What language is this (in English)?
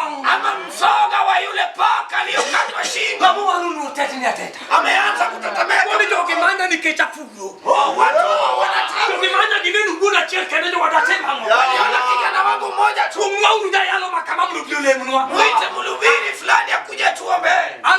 Luo (Kenya and Tanzania)